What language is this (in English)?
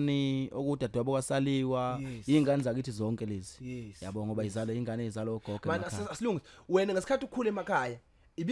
Zulu